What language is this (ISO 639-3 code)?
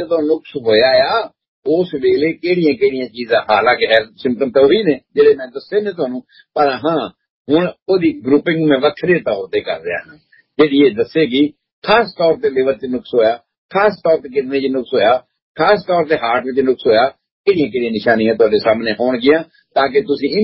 pan